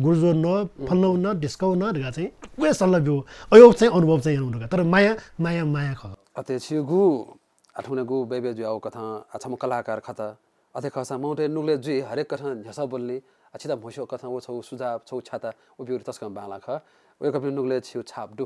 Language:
Newari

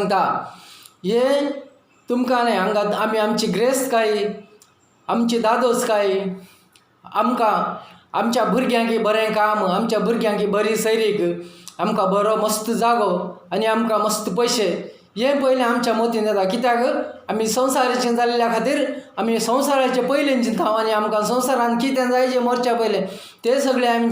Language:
Konkani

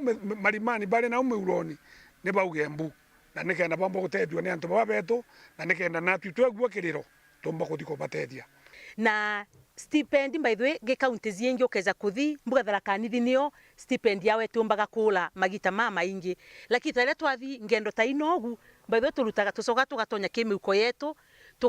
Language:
Meru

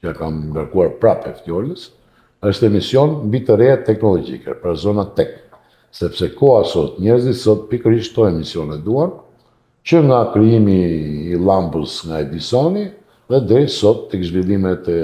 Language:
Albanian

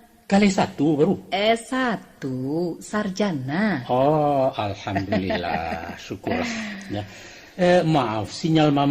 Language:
Minangkabau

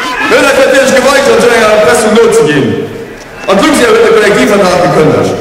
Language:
Luxembourgish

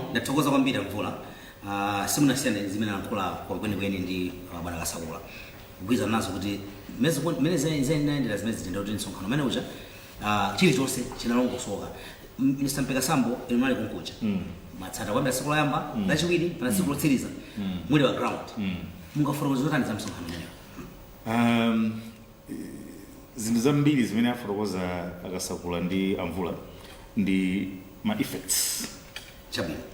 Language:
Nyanja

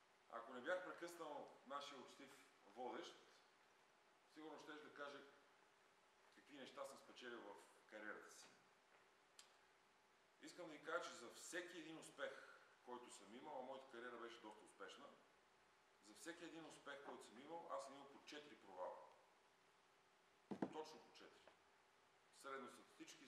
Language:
Bulgarian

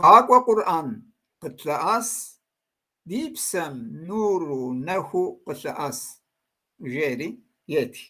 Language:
Kabardian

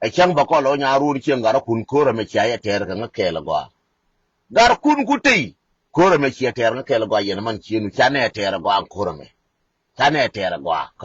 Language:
Nuer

